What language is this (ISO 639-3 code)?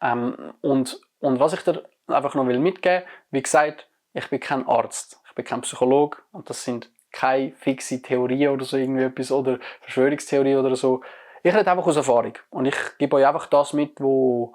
gsw